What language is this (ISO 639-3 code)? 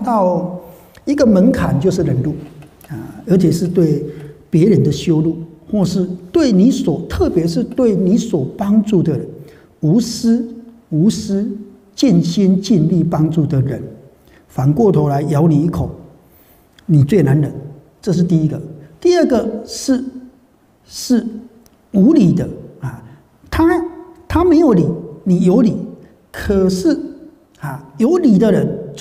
zho